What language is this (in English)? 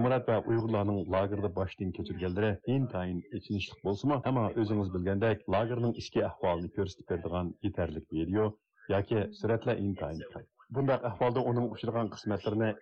Uyghur